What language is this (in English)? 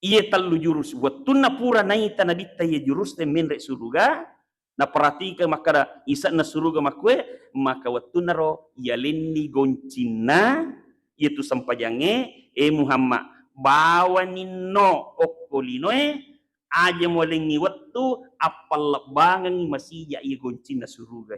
Buginese